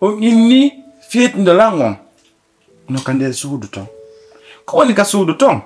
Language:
Fula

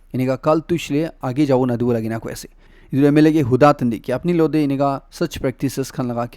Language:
Naga Pidgin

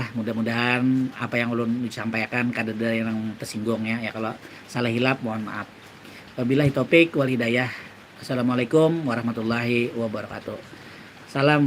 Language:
Banjar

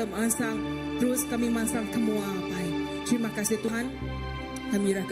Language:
Iban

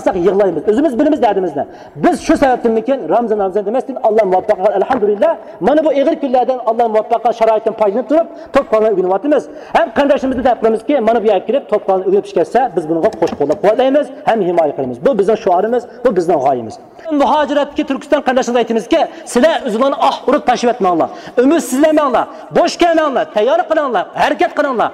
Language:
Uyghur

